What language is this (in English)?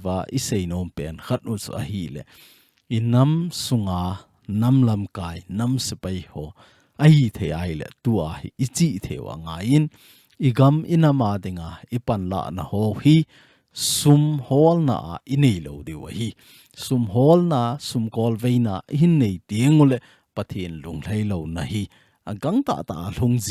Thado Chin